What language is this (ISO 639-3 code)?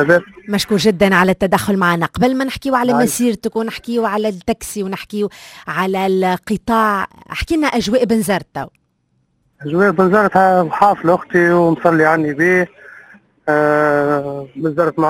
aeb